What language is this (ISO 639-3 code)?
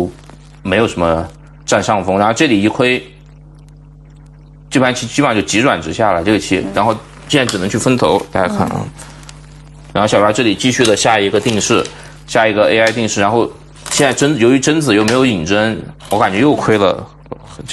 zho